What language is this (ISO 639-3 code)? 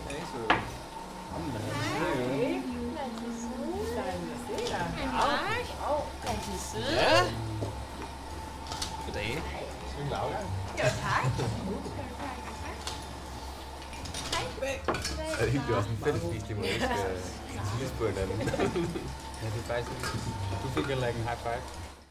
dan